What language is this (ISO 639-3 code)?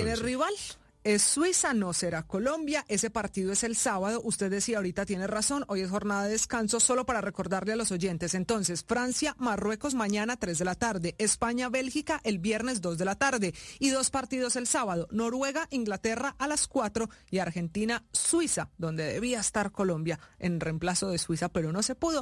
spa